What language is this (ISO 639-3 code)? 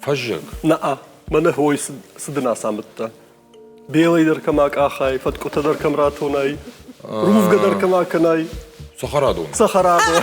oss